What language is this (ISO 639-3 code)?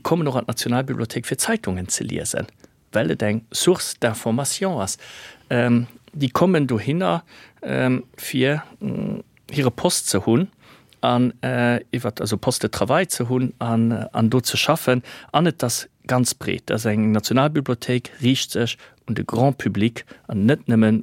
ltz